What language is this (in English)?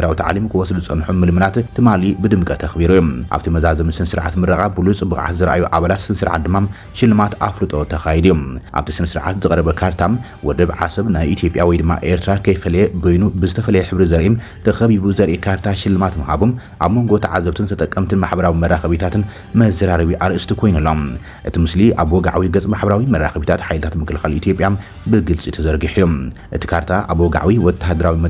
Tigrinya